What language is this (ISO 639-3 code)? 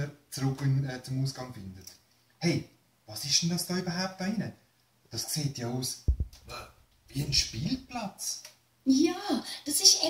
gsw